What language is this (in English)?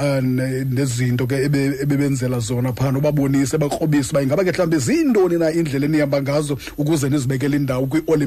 Xhosa